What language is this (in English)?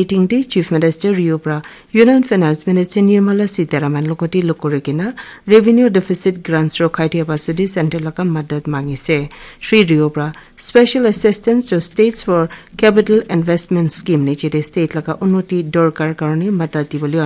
Naga Pidgin